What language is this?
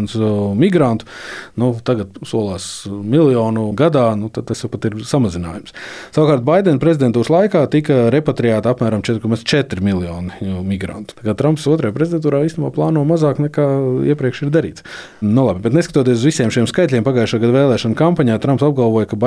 Latvian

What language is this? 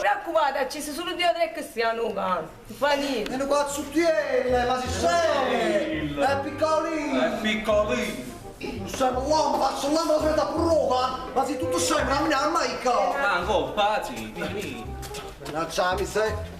Neapolitan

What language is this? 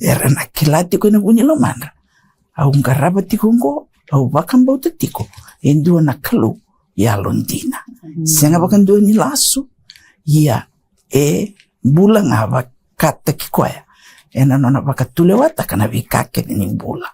Fijian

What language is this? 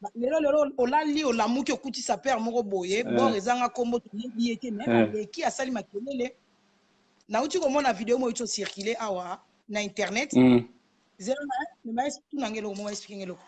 Lingala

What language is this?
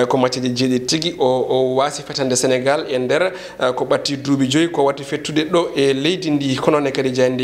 Fula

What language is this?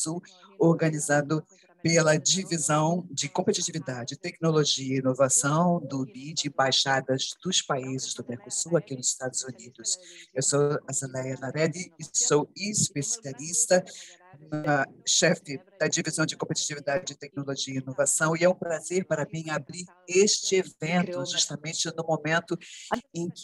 Portuguese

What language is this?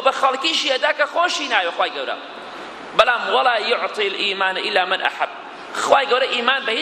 Central Kurdish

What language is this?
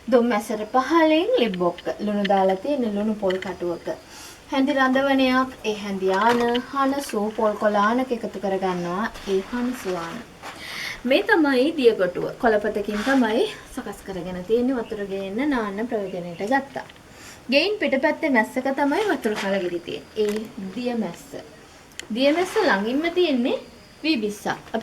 Sinhala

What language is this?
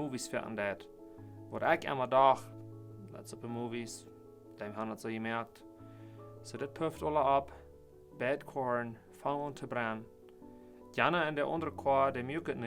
Plautdietsch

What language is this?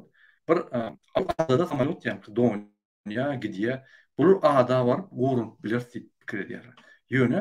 Turkmen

